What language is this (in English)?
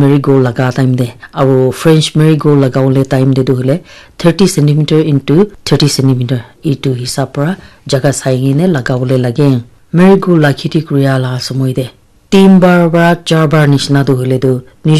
Naga Pidgin